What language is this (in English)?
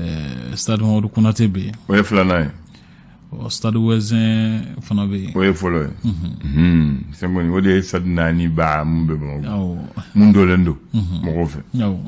Bambara